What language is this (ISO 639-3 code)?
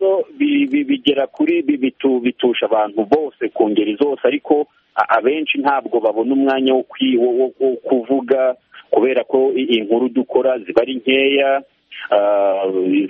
kin